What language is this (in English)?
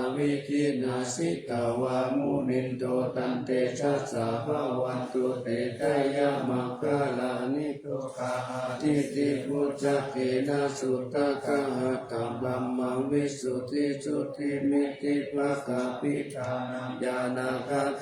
Pali